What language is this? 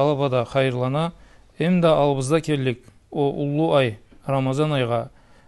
Karachay-Balkar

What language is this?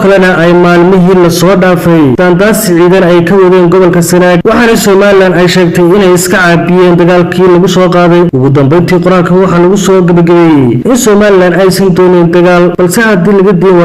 Somali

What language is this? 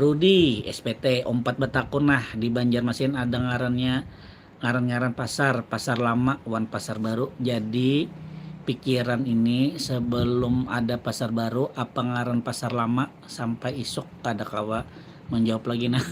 Banjar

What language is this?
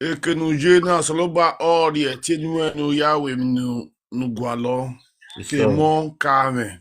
Nigerian Pidgin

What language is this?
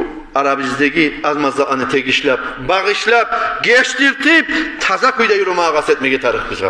Kumyk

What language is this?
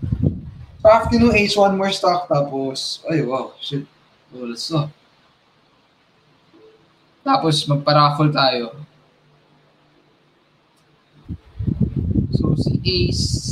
Filipino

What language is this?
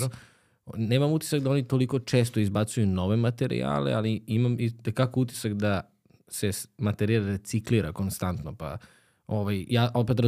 Serbian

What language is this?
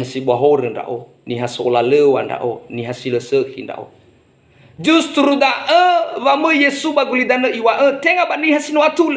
Nias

